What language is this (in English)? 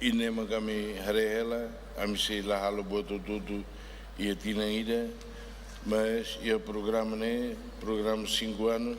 Tetum